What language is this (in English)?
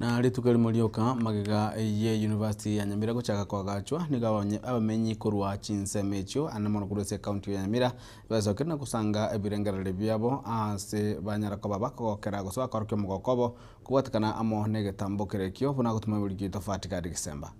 Gusii